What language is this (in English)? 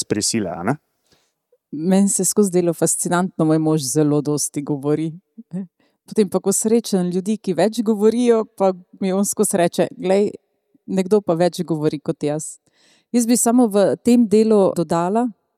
Slovenian